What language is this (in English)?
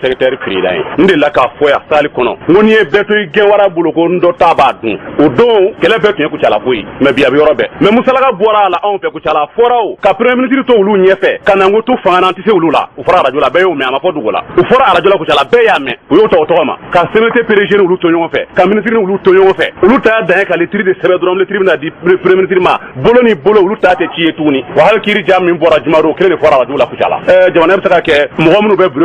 Bambara